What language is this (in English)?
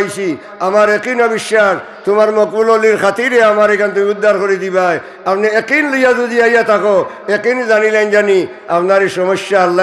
Sylheti